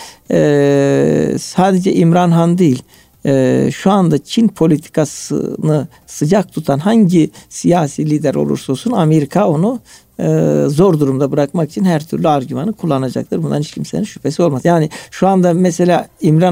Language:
Turkish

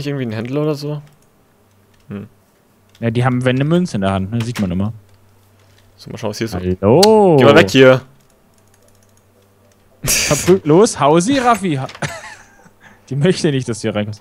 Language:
German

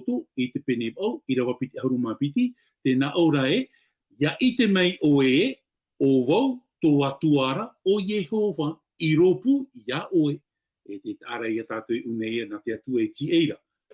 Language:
Tahitian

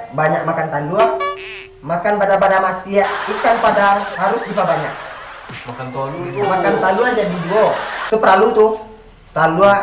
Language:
Minangkabau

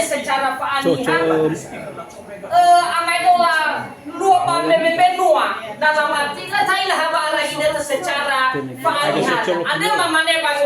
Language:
Nias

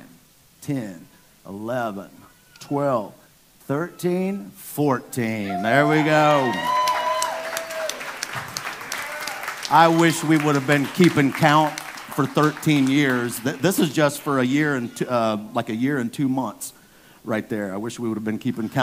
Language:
English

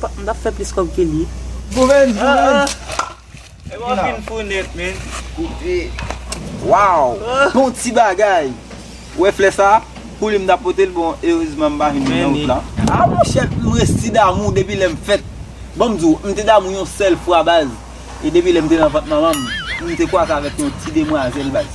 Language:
Haitian Creole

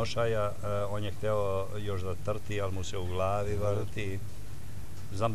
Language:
Serbian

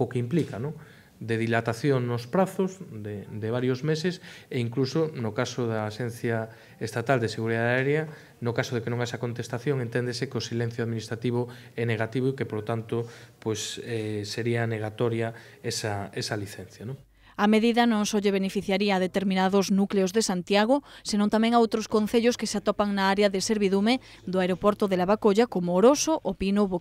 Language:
Galician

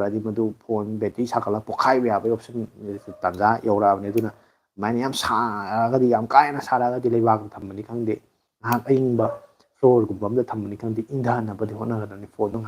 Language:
Manipuri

